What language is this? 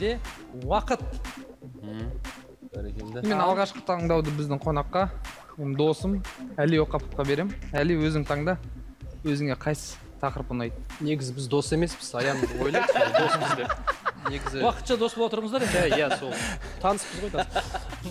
Kazakh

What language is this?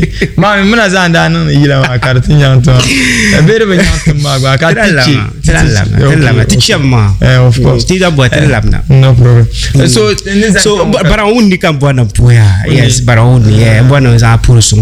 Dagbani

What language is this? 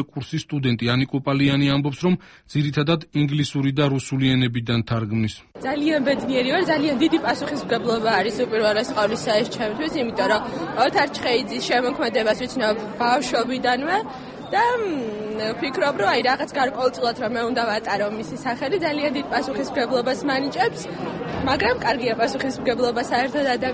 Georgian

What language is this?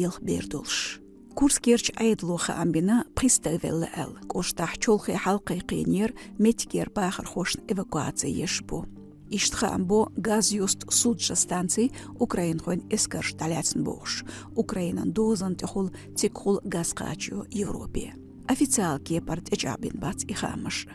Chechen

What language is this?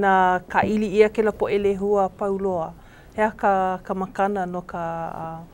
Hawaiian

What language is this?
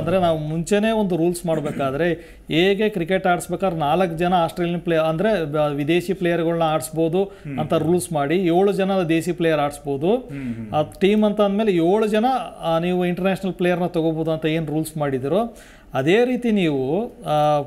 Kannada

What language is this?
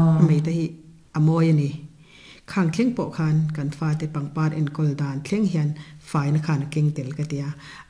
Mizo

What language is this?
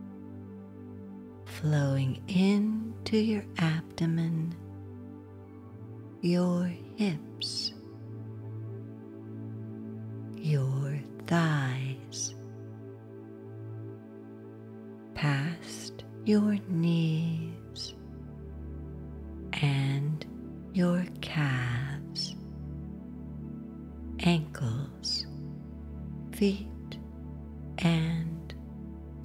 English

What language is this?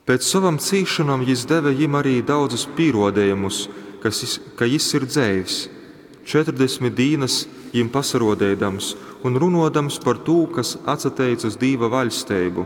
Latgalian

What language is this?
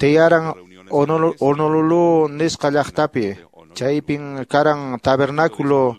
Quechua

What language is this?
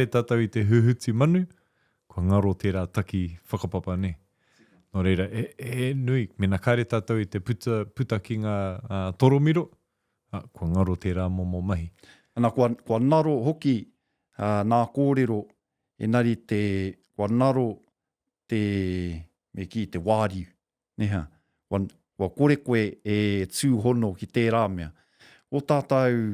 Māori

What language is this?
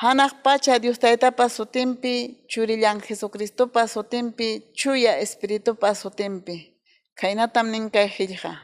Ayacucho Quechua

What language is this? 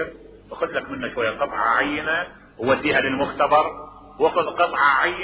Mesopotamian Arabic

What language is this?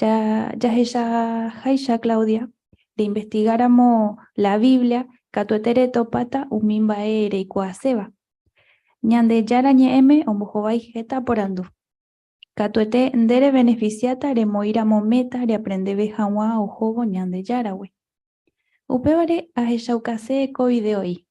Guarani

